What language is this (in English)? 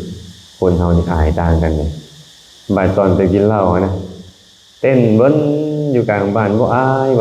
Lao